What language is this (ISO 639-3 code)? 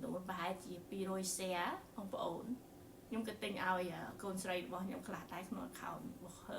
khm